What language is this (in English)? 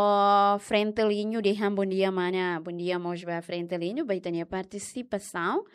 Tetum